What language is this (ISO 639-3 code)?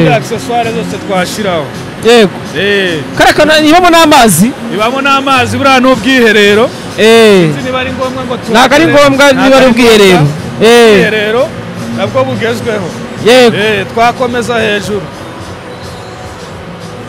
kin